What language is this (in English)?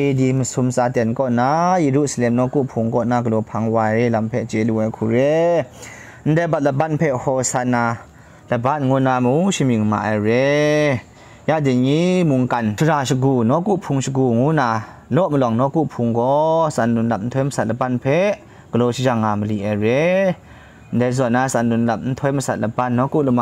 Kachin